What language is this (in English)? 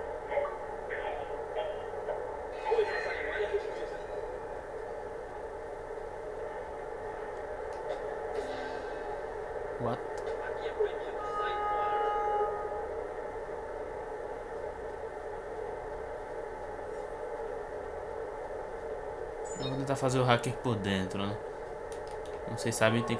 Portuguese